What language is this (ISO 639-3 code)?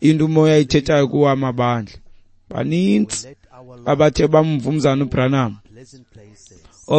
xho